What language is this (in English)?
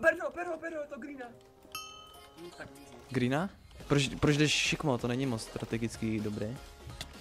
Czech